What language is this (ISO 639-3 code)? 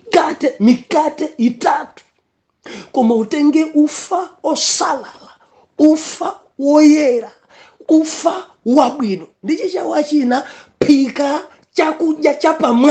nya